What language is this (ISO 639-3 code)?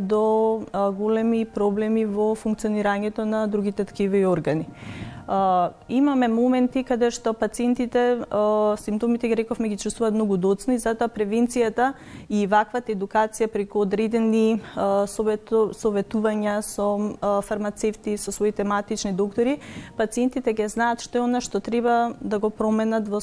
mkd